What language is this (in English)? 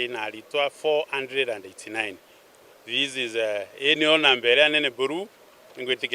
Meru